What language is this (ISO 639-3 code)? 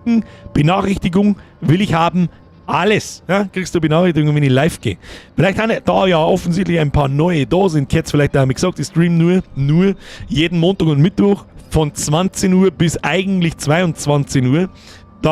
bar